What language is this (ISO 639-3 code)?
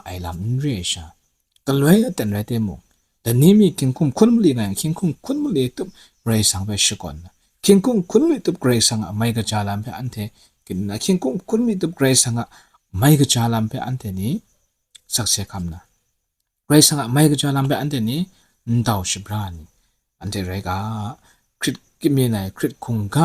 kac